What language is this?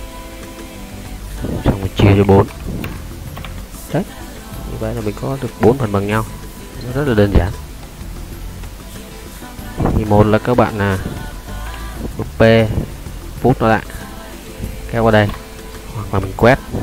Vietnamese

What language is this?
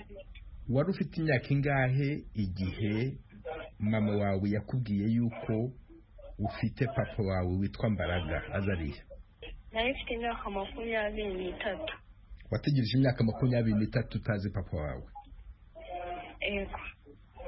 Kinyarwanda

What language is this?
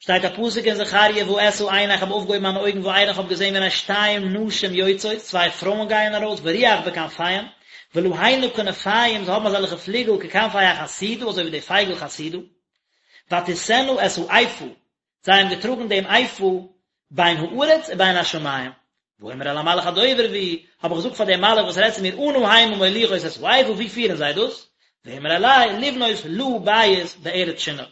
Yiddish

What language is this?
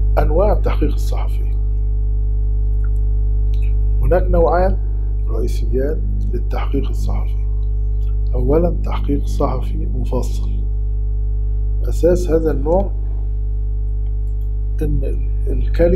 Arabic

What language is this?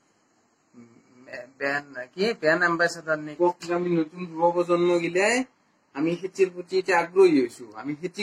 Assamese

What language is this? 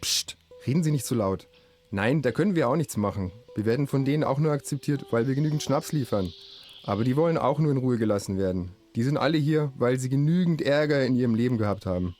Bavarian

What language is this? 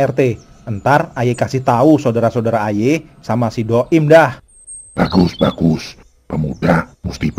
Betawi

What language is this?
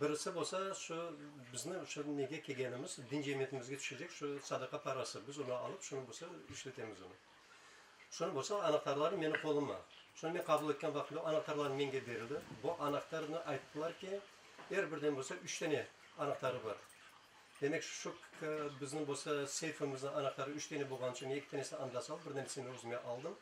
Crimean Tatar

